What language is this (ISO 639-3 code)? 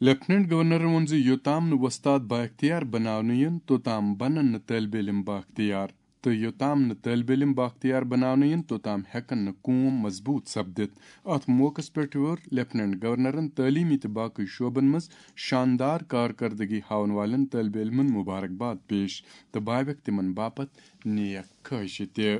kas